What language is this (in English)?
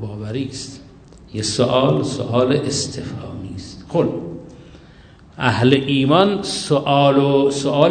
Persian